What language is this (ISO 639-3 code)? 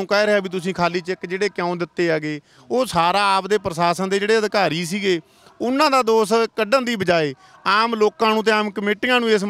pan